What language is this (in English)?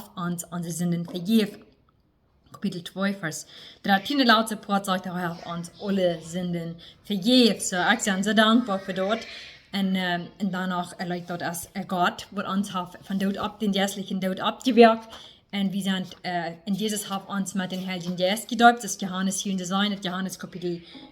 Plautdietsch